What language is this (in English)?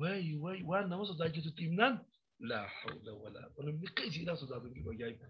Oromo